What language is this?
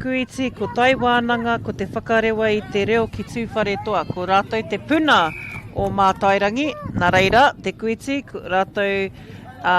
Māori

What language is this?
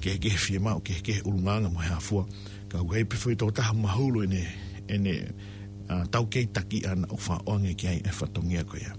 Tongan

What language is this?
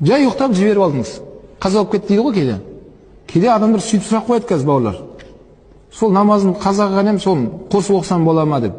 Kazakh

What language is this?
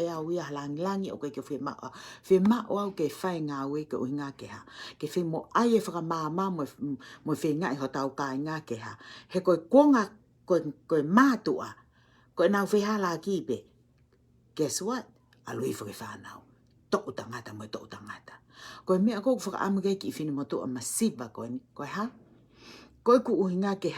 Tongan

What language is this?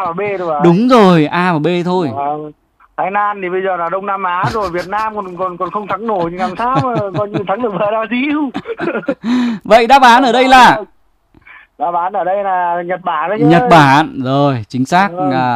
Vietnamese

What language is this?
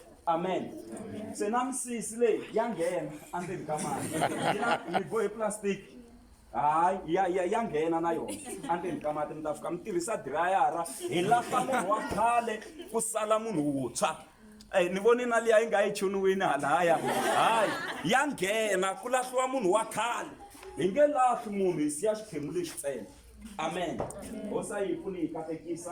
Tsonga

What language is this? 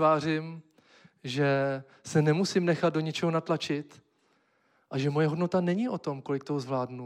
Czech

